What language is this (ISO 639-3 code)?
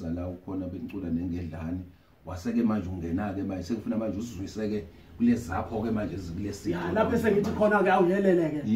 zul